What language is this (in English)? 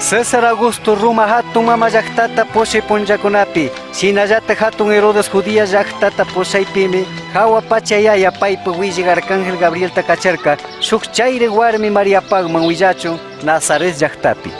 Chimborazo Highland Quichua